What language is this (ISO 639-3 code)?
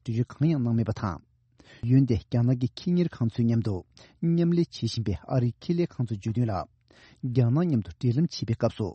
bod